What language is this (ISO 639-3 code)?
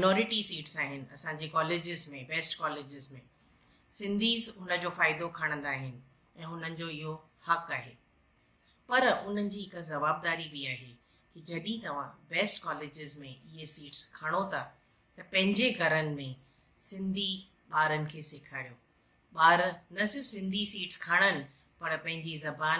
snd